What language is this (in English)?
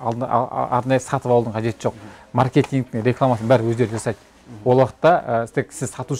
Kazakh